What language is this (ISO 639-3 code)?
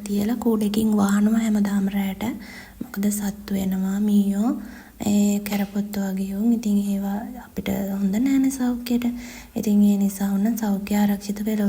sin